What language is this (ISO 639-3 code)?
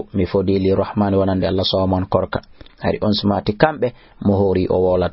ful